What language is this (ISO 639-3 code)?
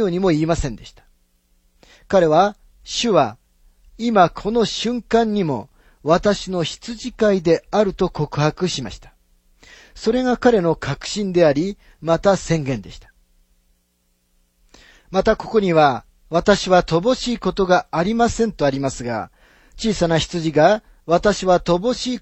jpn